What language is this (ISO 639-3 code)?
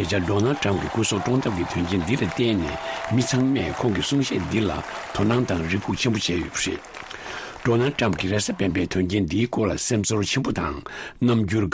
bod